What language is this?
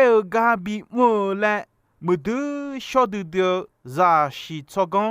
Akha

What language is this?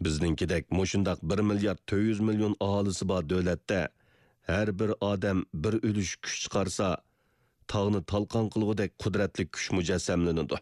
Uyghur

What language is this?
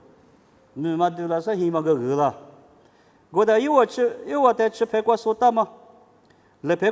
Lisu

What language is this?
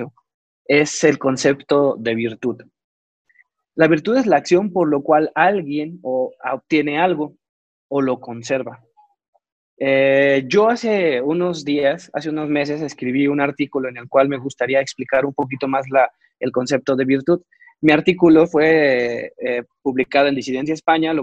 Spanish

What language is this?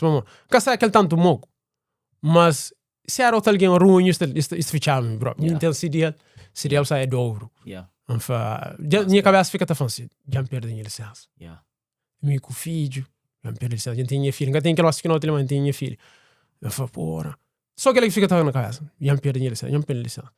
Kabuverdianu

